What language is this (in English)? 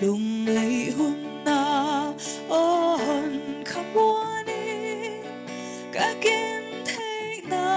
Paite Chin